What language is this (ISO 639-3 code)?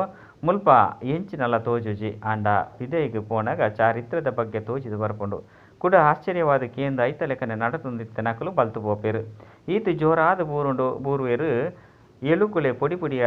tcy